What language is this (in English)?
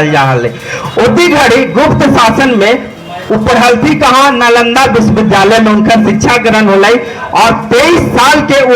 Magahi